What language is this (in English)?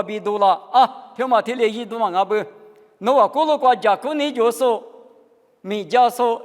Lisu